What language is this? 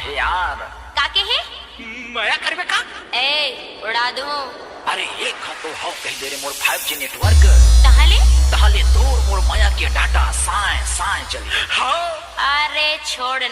Chhattisgarhi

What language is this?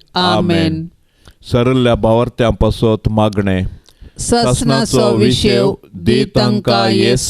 Konkani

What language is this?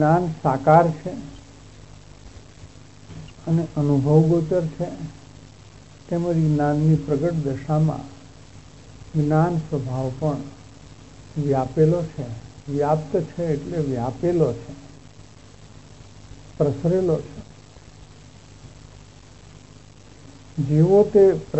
Gujarati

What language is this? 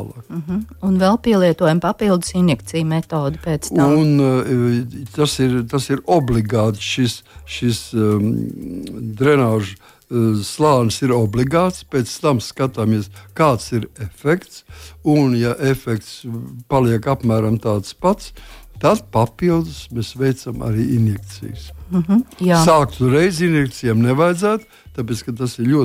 Latvian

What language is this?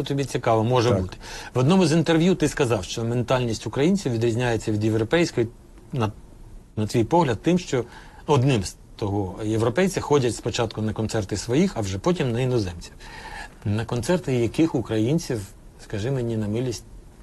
Ukrainian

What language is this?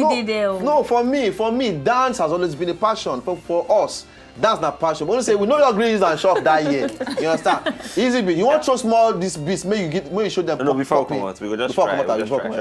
Nigerian Pidgin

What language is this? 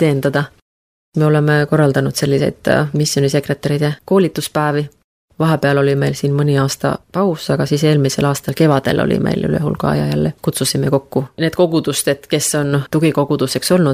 Estonian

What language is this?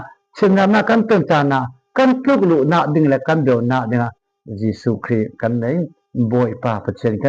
Falam Chin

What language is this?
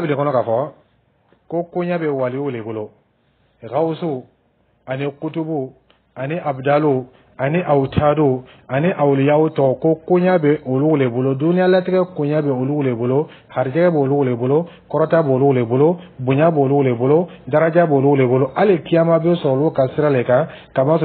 Dyula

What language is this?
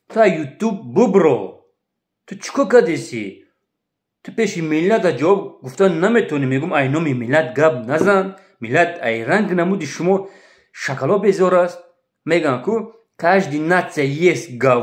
Tajik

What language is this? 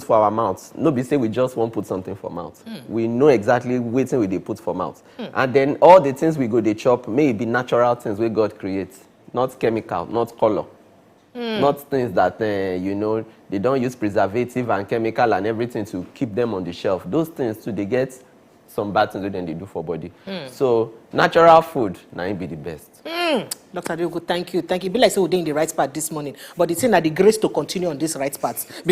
Nigerian Pidgin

